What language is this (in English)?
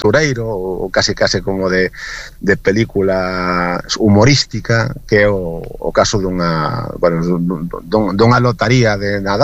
Galician